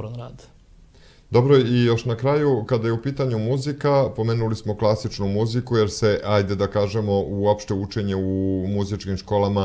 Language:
Serbian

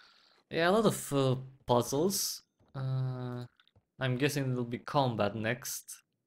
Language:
English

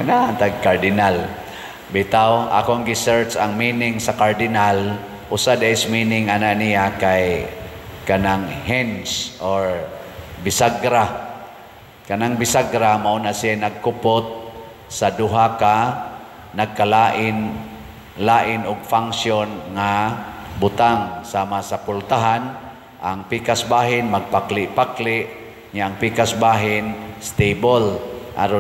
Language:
Cebuano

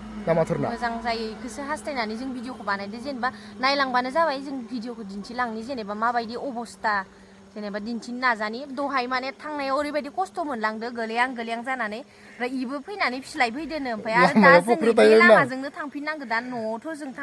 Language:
Bodo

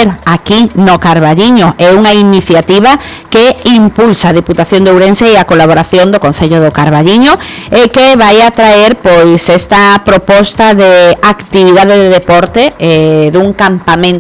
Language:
Galician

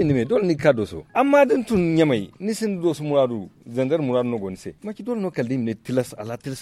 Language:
Zarma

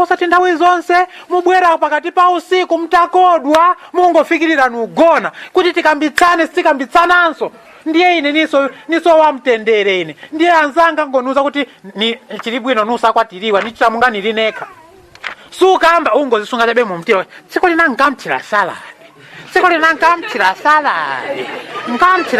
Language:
Nyanja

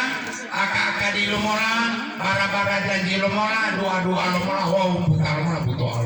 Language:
Gorontalo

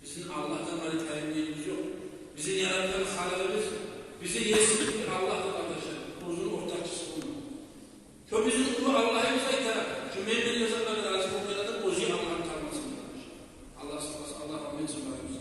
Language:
Kumyk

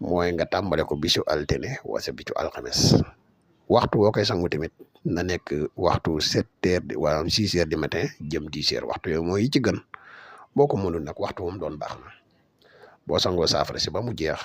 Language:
Wolof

